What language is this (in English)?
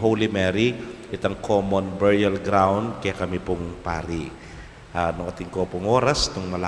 Pampanga